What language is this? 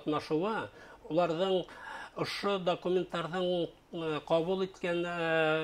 Bashkir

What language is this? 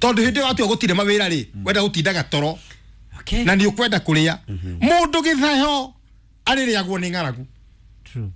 Kikuyu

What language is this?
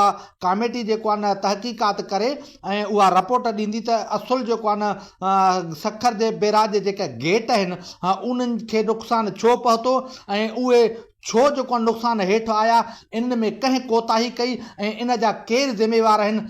Sindhi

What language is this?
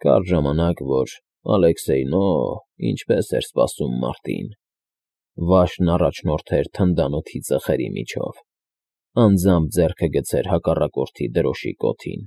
Armenian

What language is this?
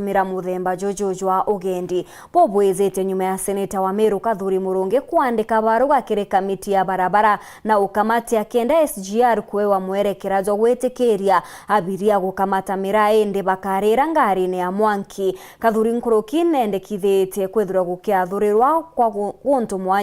Meru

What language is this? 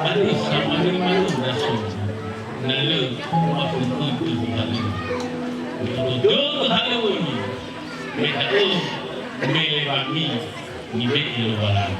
Nias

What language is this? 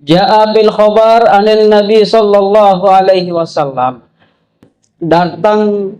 Sasak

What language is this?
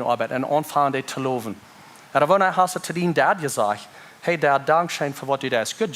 Plautdietsch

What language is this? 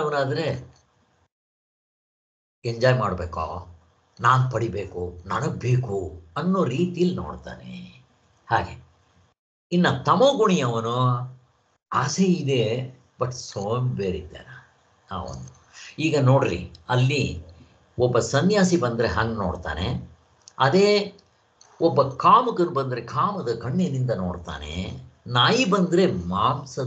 Kannada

